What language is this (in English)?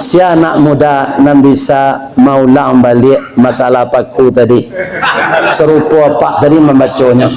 Minangkabau